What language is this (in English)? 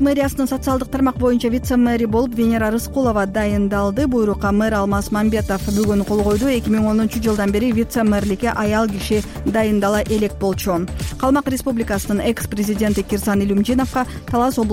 Kyrgyz